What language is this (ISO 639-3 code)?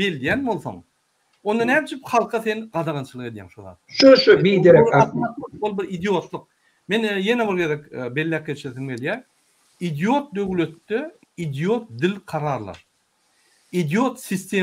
tuk